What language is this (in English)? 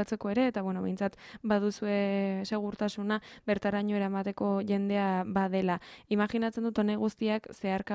Basque